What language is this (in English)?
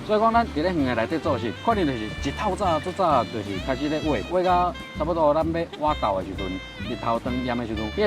Min Nan Chinese